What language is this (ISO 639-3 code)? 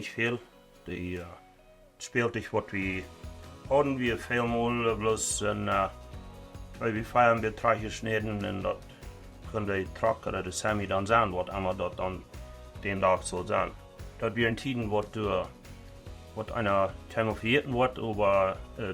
pdt